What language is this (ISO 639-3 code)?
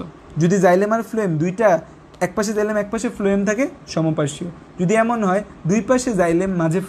ben